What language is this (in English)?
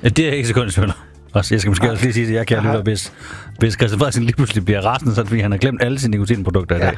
Danish